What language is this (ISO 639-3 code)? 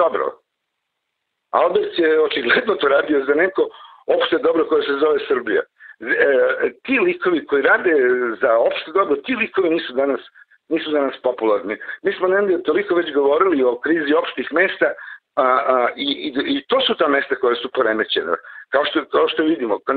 srp